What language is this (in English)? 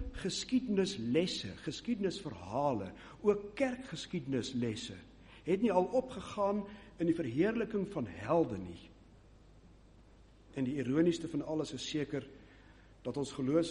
Afrikaans